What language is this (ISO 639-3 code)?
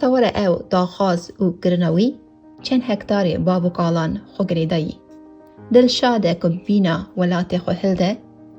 kur